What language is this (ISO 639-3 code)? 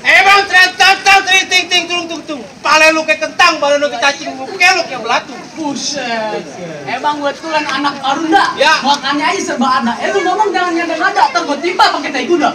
bew